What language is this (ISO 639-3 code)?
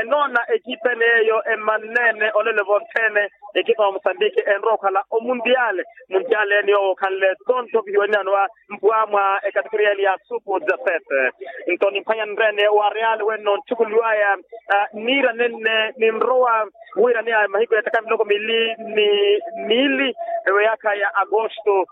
vmw